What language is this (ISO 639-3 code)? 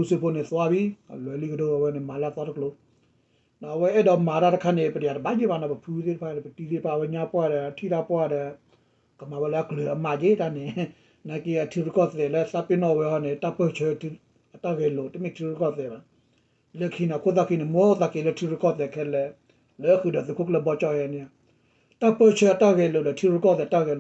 ksw